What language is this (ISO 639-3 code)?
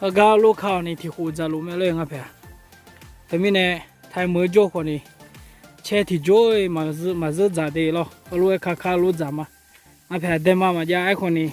ahk